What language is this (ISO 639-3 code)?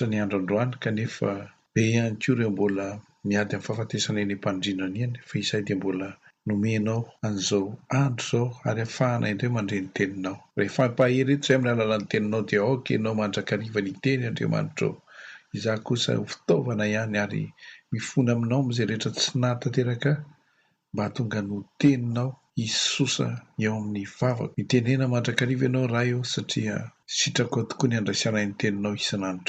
mlg